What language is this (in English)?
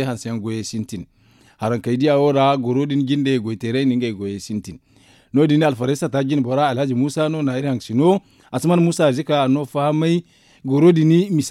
Zarma